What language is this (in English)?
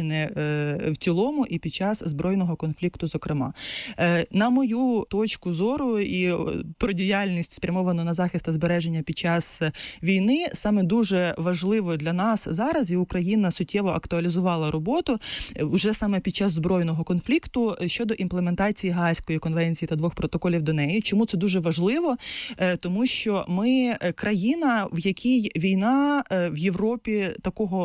Ukrainian